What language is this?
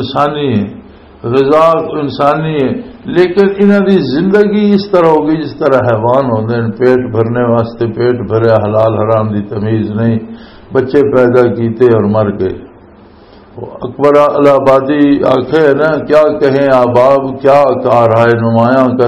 Western Panjabi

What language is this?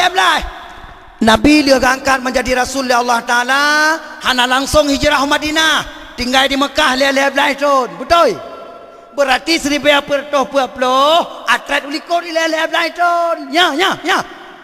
Achinese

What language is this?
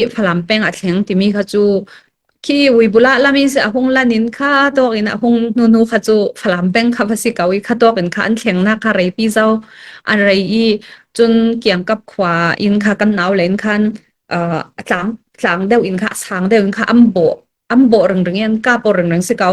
Falam Chin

